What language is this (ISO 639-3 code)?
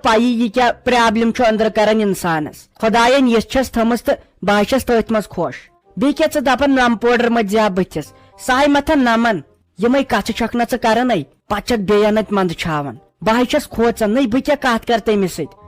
kas